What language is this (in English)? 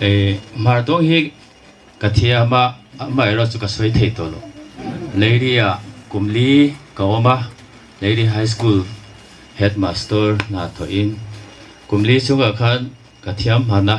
Hmar